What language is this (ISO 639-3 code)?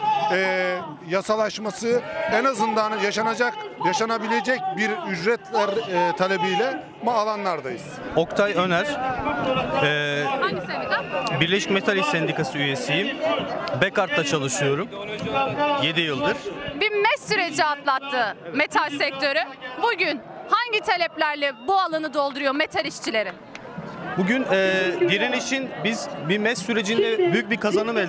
tur